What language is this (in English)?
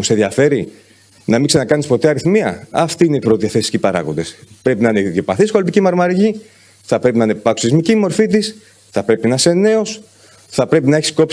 Greek